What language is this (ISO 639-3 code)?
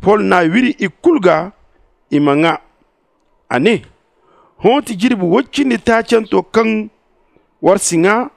dje